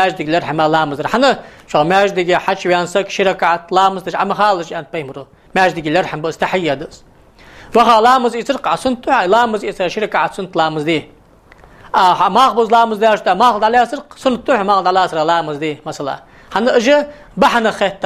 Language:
Ingush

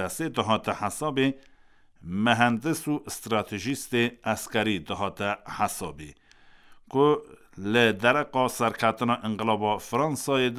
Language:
Kurdish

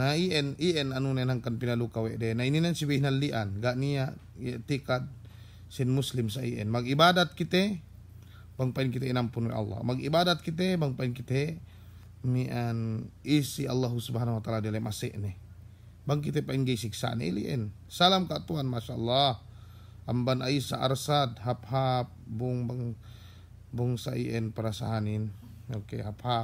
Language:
Yakan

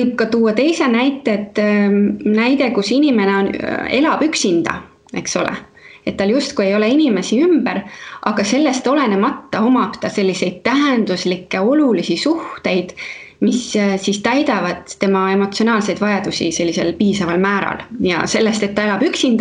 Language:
Estonian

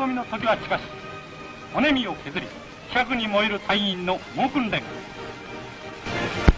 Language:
Japanese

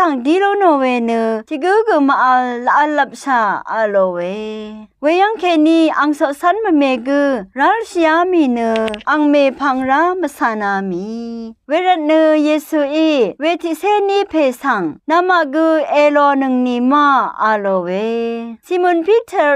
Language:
Rawang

